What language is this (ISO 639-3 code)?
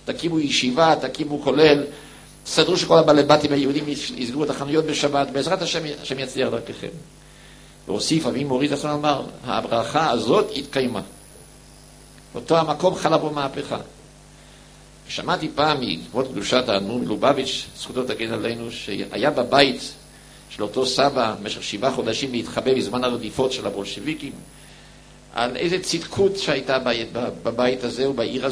heb